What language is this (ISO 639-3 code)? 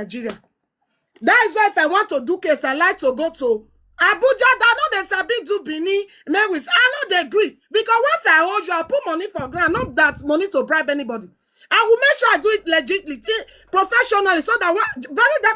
pcm